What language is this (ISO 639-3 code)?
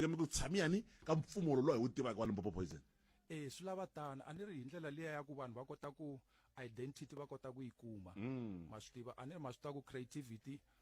tso